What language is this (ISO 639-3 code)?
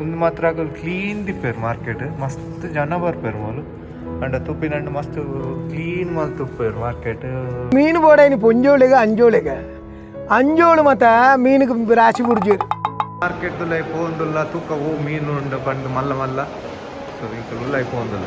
tcy